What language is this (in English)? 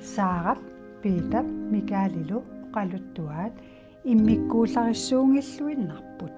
Kalaallisut